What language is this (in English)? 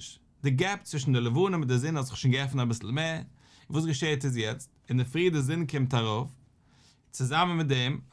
Yiddish